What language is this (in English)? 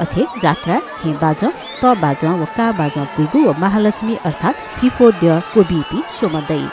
Newari